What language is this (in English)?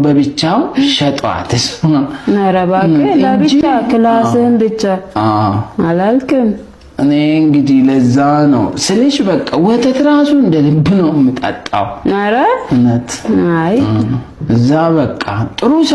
Amharic